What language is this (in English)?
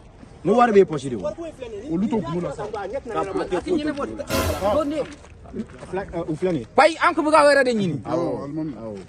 Bambara